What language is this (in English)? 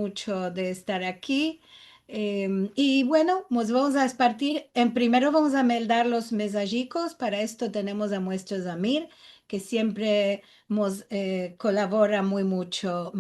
Ladino